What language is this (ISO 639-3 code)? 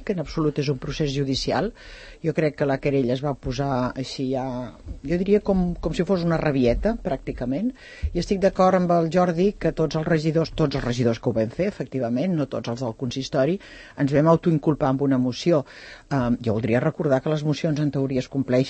cat